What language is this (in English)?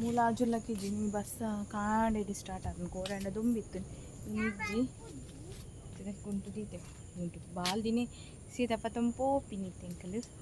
Tulu